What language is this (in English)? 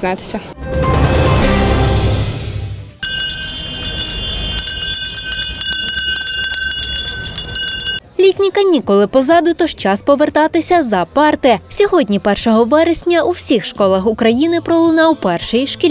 Ukrainian